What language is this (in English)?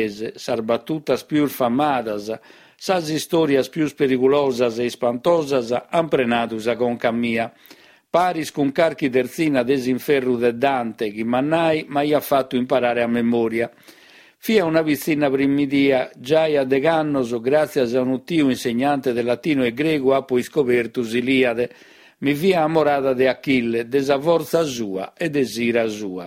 Sardinian